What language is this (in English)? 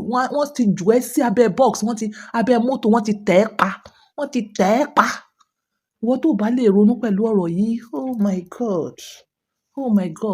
Yoruba